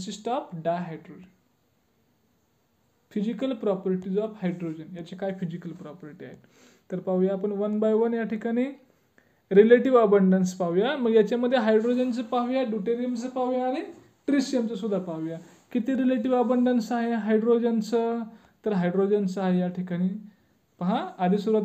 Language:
Marathi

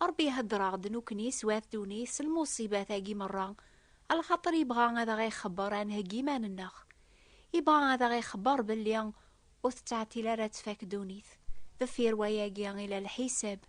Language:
Kabyle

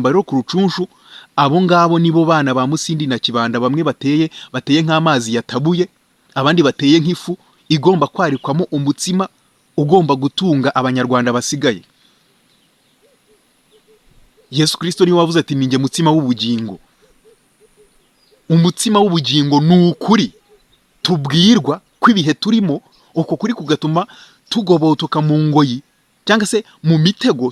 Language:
Kinyarwanda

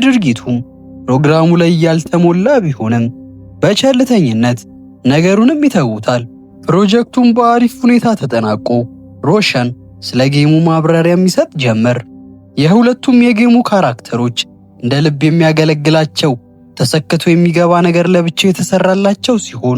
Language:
Amharic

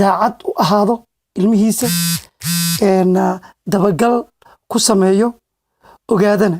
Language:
Somali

